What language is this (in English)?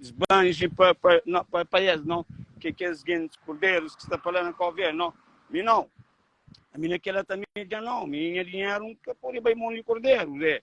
Kabuverdianu